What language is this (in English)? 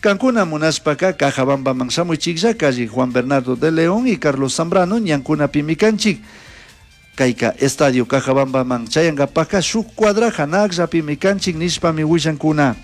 Chimborazo Highland Quichua